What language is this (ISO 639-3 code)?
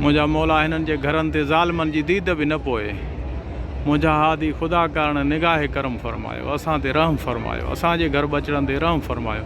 snd